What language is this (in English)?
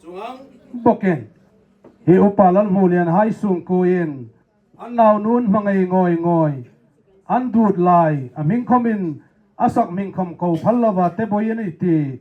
Hmar